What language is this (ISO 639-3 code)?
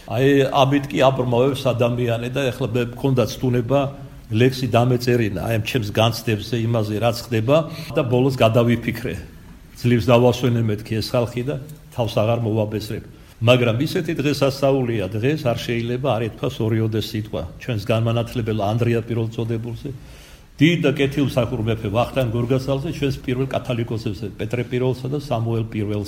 kat